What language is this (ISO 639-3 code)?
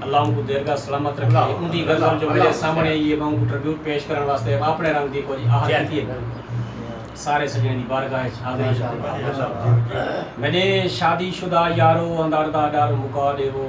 skr